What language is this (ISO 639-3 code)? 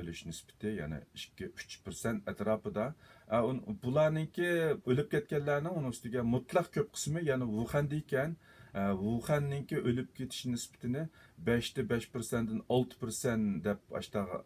uig